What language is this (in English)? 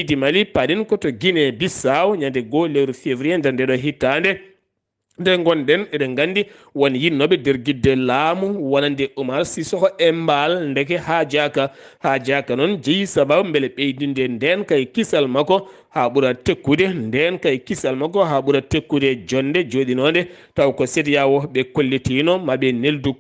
Fula